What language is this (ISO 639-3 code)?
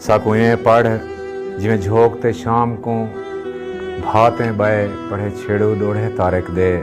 skr